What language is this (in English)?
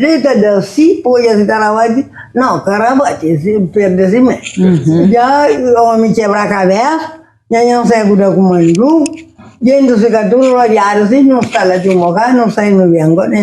Kabuverdianu